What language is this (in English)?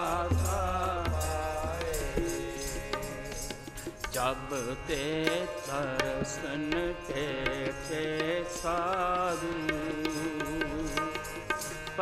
Punjabi